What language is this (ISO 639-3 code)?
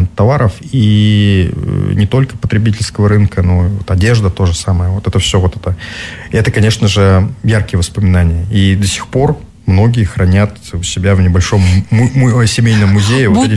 rus